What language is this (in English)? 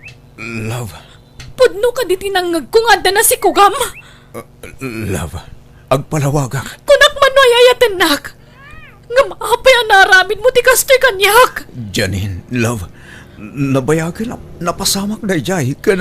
Iloko